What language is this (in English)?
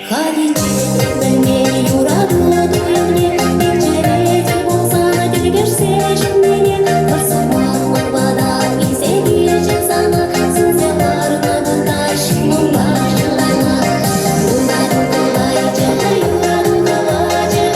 Chuvash